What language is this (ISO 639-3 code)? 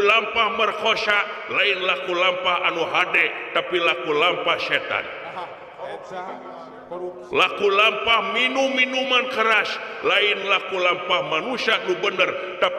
sun